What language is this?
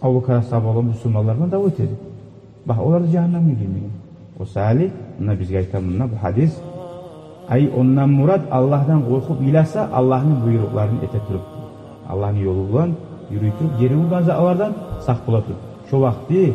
Kumyk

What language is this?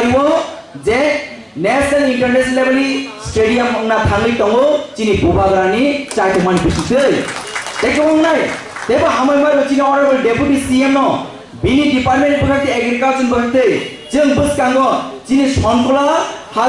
Kok Borok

